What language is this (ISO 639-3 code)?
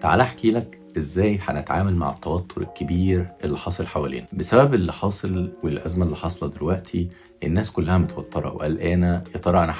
arz